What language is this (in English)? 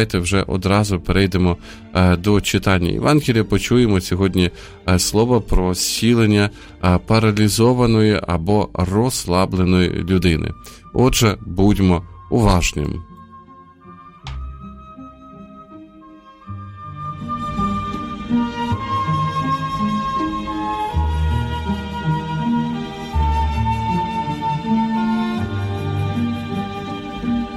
Ukrainian